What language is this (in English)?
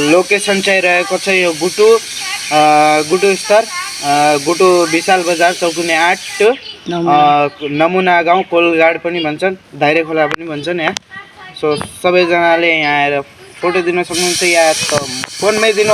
Nepali